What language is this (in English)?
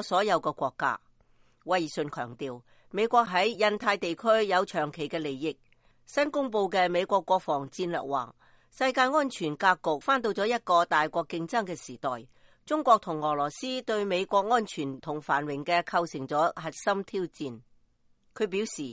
Cantonese